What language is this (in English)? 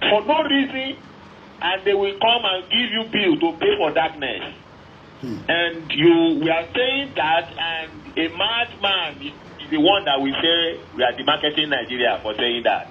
Yoruba